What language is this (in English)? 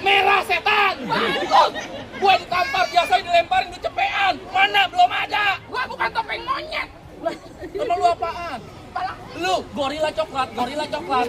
Betawi